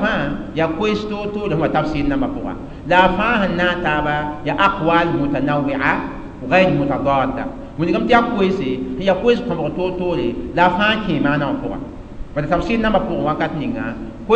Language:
Mossi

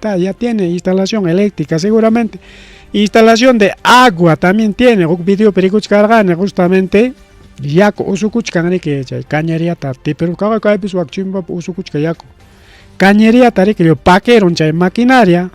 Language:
Ayacucho Quechua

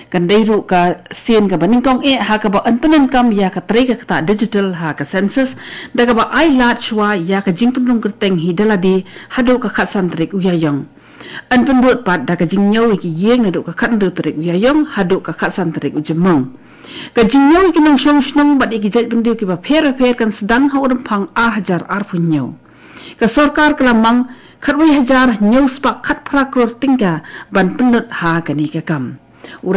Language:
Khasi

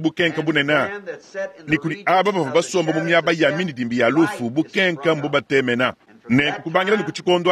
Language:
Luba-Lulua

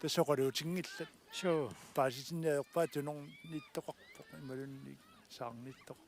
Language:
Kalaallisut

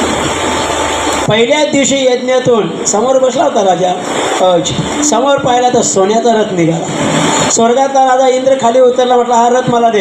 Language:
Marathi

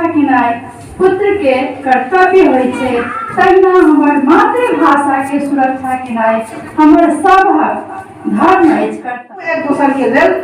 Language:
Maithili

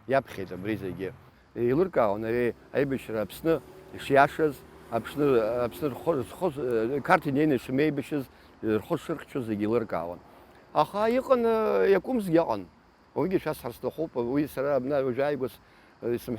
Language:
Abkhazian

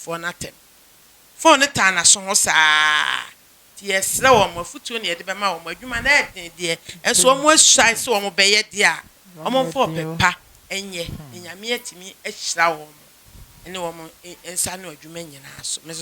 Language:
Akan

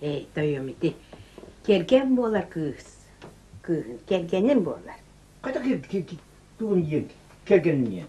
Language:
Yakut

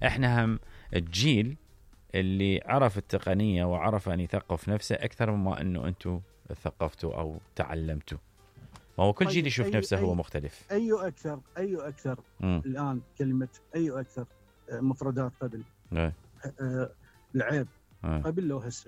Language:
Mesopotamian Arabic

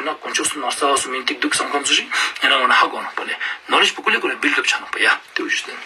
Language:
Ladakhi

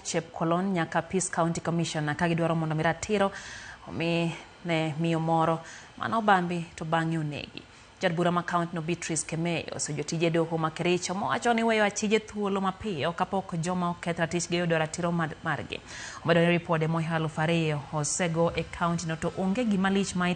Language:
Luo (Kenya and Tanzania)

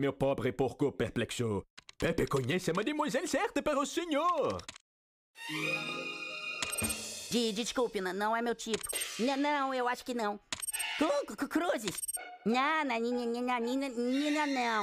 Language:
Portuguese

